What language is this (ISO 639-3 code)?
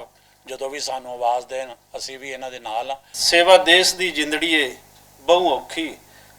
lah